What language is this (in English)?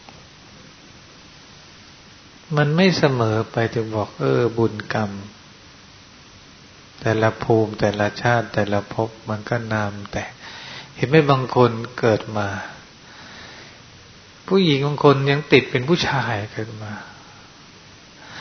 Thai